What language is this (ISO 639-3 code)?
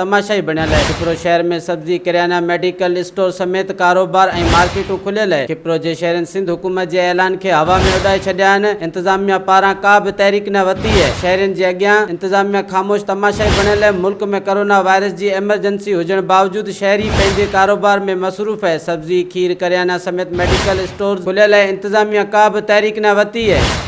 snd